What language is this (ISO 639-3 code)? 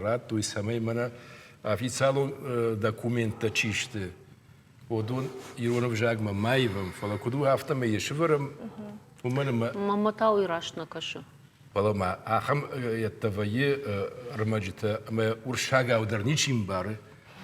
oss